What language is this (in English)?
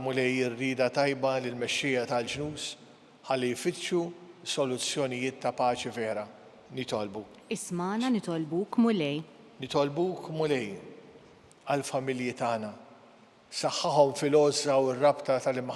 Maltese